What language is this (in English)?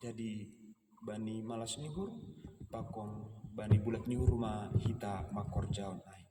Batak Simalungun